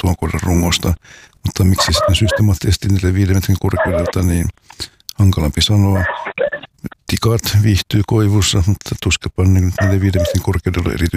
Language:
Finnish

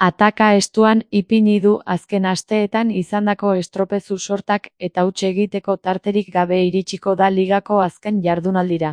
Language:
Basque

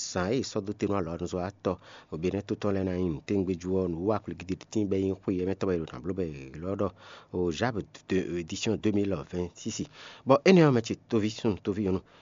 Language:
Fon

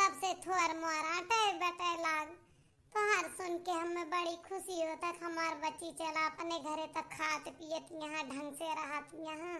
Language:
Awadhi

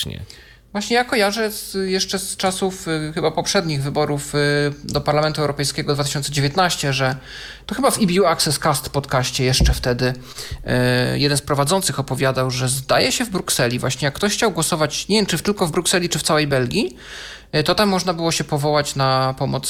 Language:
Polish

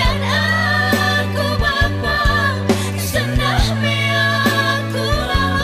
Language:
Batak Karo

